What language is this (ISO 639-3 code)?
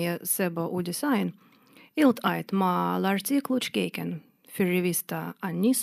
mlt